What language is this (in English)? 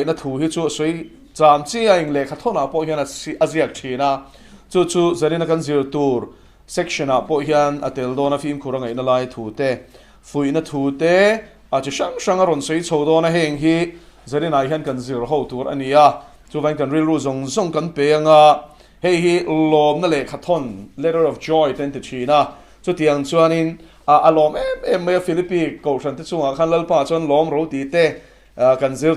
Mizo